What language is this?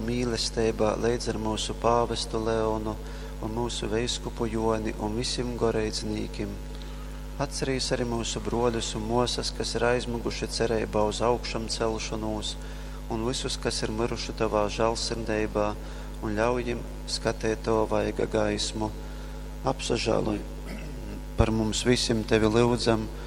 Latgalian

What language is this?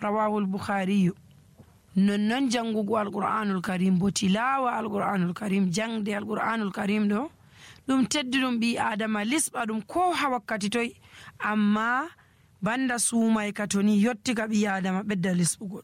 Nigerian Fulfulde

